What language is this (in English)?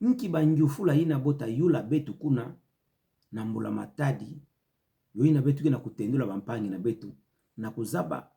Kituba (Democratic Republic of Congo)